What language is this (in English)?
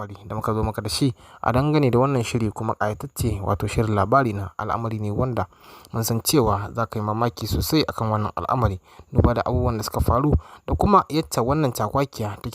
Hausa